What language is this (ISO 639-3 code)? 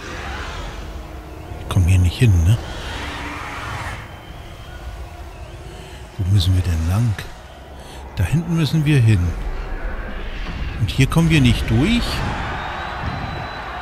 deu